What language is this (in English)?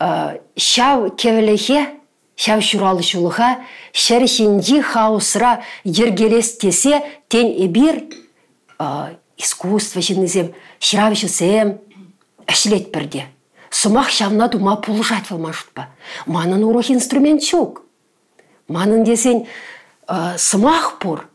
Chuvash